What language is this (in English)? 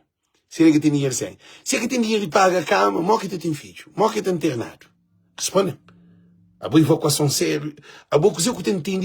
Kabuverdianu